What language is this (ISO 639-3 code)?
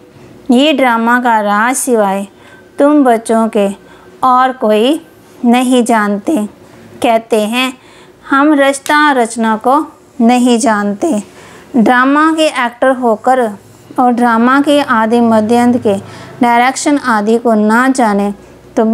hin